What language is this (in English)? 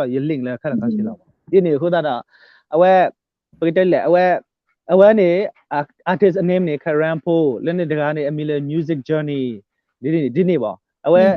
S'gaw Karen